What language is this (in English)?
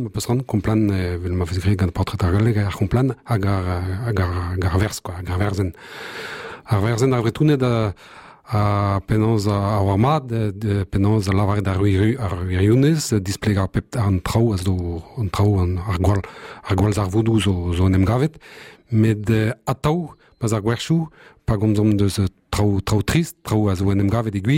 Breton